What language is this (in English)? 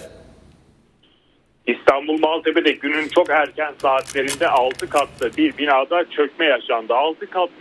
Turkish